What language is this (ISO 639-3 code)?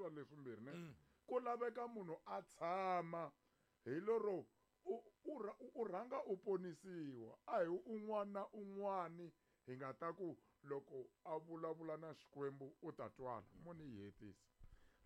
tso